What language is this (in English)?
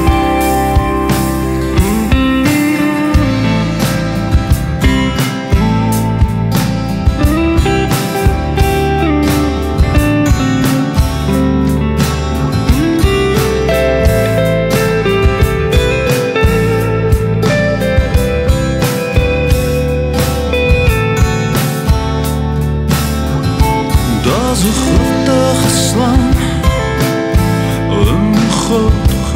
Afrikaans